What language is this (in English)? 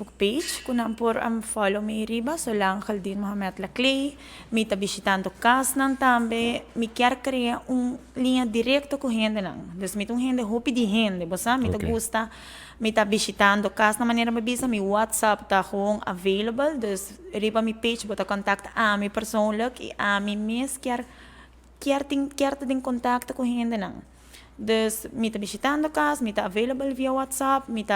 Papiamento